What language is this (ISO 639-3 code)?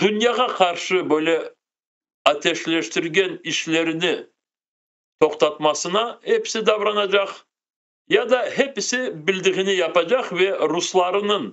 crh